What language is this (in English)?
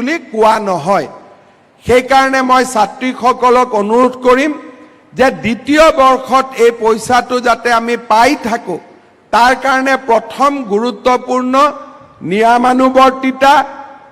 Assamese